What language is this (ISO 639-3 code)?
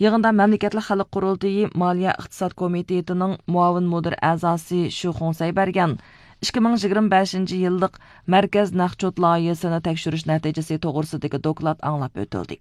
uig